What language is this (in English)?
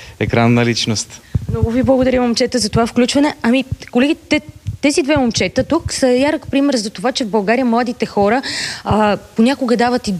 Bulgarian